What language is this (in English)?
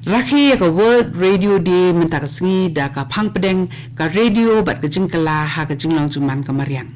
Khasi